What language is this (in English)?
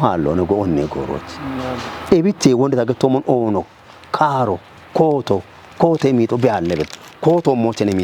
Kafa